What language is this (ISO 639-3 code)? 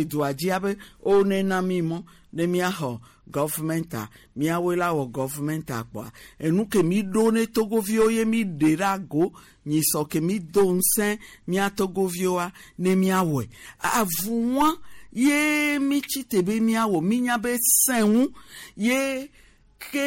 gej